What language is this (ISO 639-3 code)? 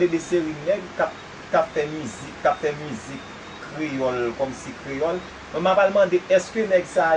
hat